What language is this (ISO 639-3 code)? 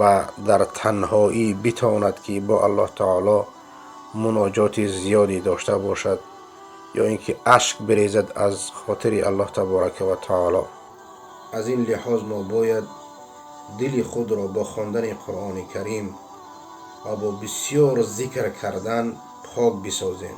fas